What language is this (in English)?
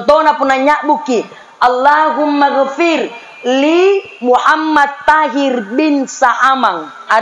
Makasar